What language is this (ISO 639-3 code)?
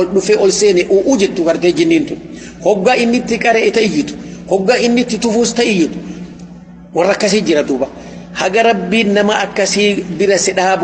orm